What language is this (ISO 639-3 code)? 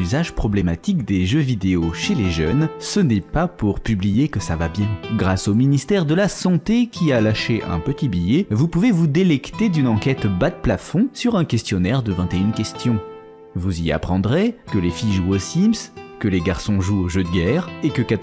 fra